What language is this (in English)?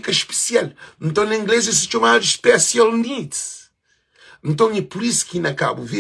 Kabuverdianu